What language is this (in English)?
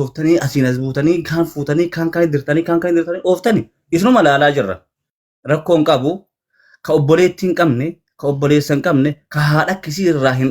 Oromo